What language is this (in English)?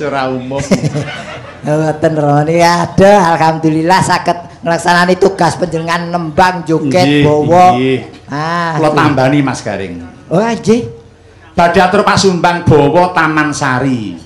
Javanese